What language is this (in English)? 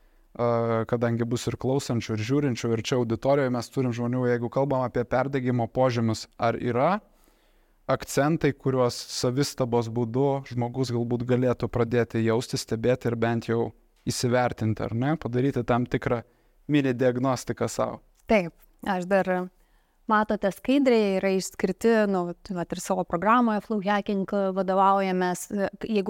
Lithuanian